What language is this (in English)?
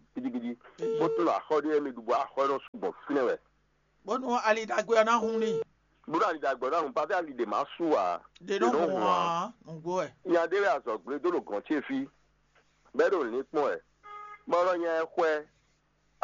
Fon